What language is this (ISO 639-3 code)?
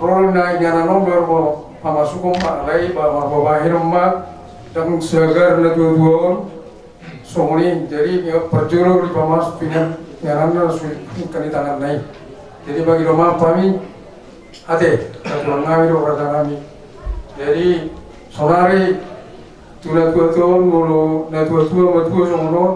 bbc